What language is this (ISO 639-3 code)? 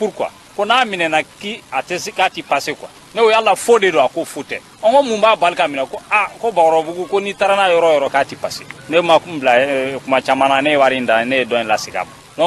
bam